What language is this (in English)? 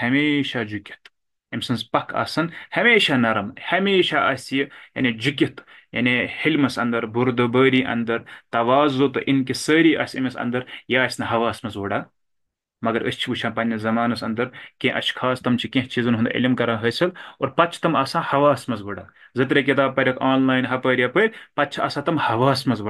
Kashmiri